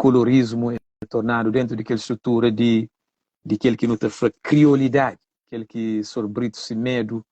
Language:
Kabuverdianu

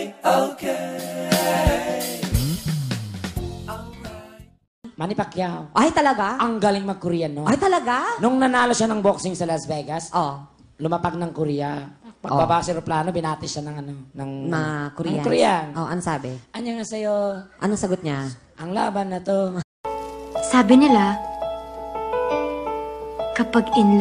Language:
Filipino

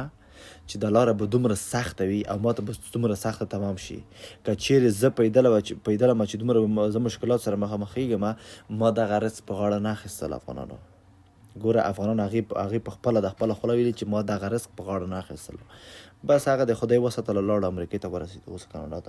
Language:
Pashto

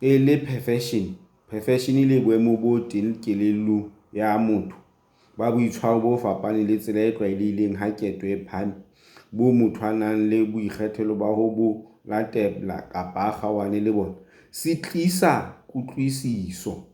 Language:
Southern Sotho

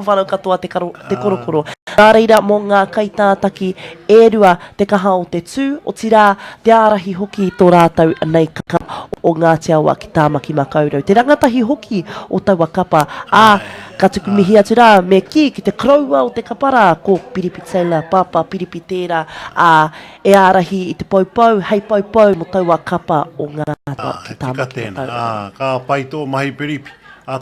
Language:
Māori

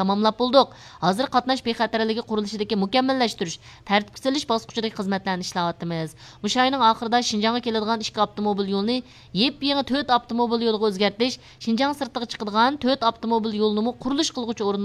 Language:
Uyghur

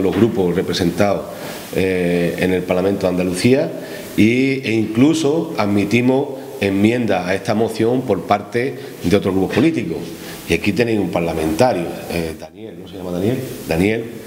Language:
Spanish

